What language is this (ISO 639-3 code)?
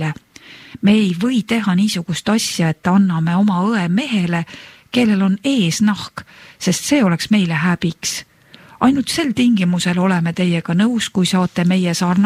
est